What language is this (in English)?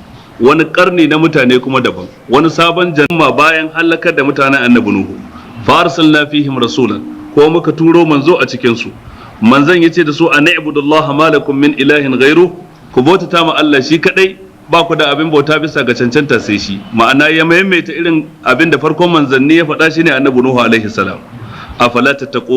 Hausa